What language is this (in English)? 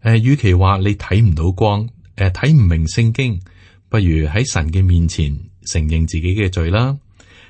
Cantonese